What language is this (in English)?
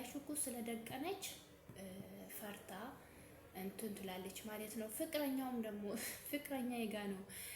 Amharic